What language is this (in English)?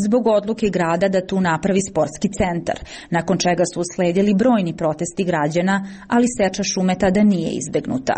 Serbian